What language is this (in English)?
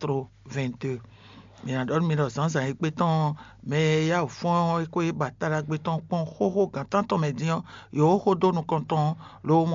Fon